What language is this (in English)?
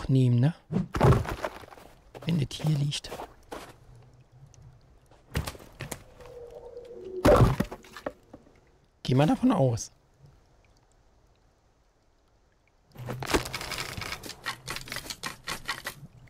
German